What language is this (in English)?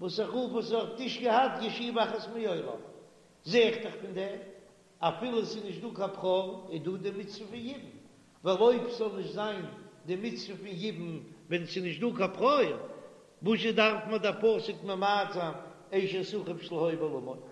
Yiddish